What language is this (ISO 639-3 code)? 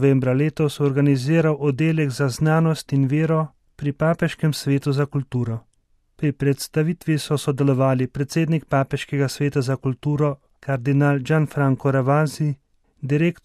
slv